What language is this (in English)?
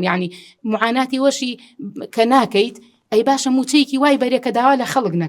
Central Kurdish